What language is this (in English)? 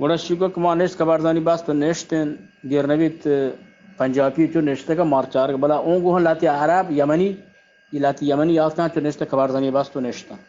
Eastern Balochi